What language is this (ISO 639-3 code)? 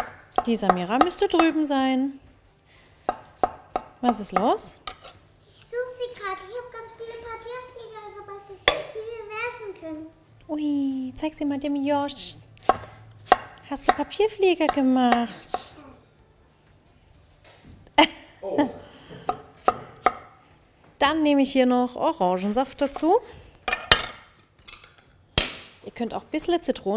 deu